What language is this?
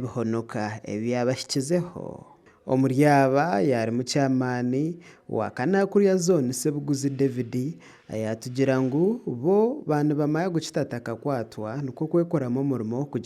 Nyankole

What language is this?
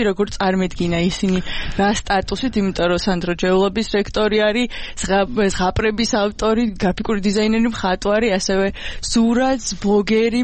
Georgian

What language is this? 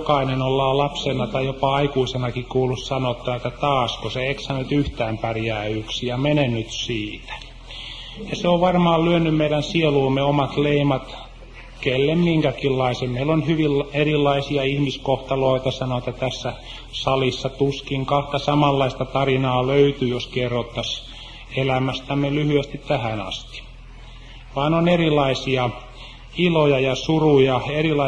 Finnish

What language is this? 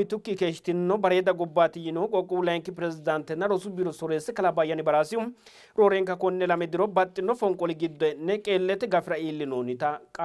Sidamo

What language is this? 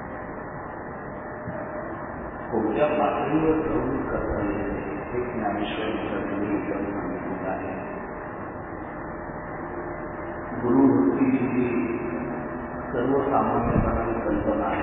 Marathi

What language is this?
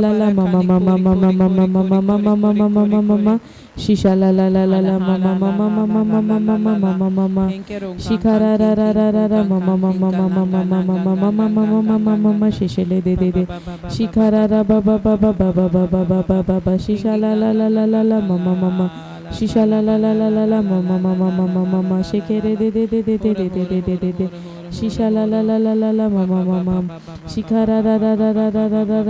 Tem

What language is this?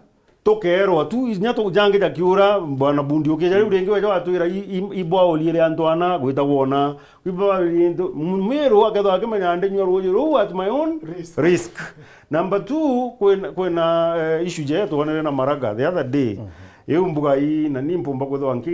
Meru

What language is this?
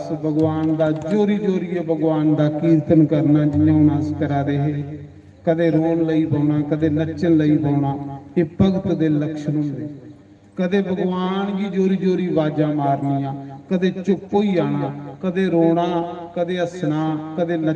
Dogri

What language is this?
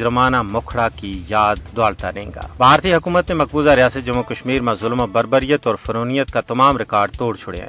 Gujari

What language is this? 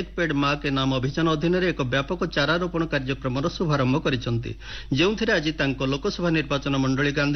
Odia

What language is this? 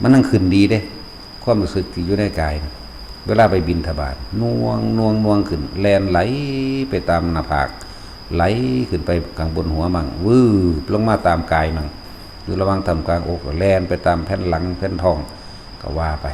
Northeastern Thai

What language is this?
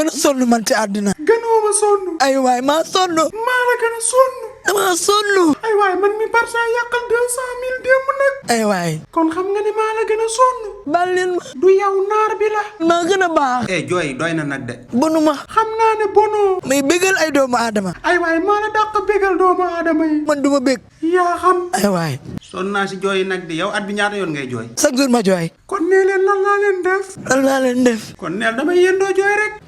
Wolof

